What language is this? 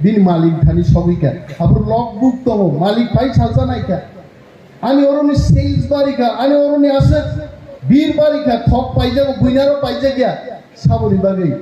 Kok Borok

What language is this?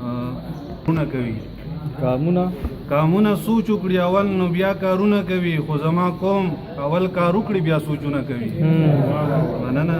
Pashto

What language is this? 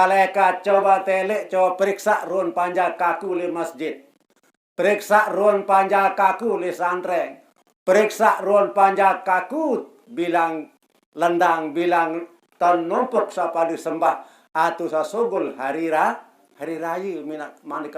Sasak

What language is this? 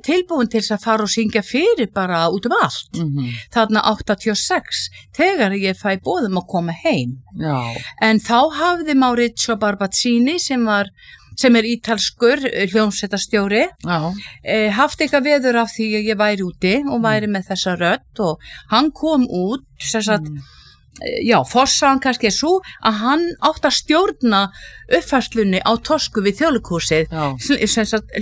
Icelandic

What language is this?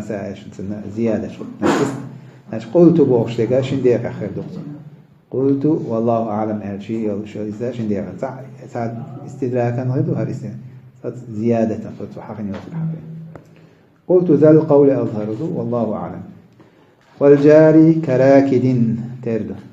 Chechen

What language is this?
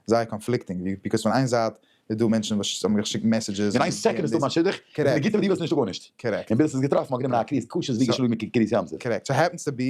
Yiddish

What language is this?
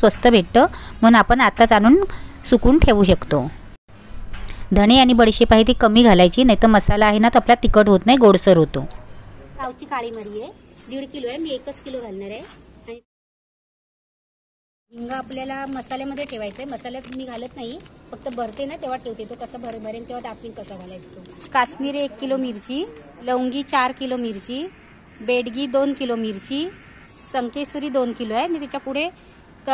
Marathi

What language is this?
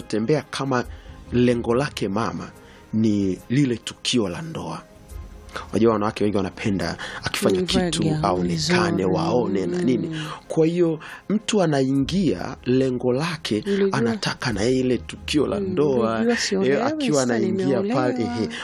Swahili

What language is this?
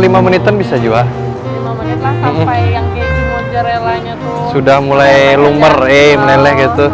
Banjar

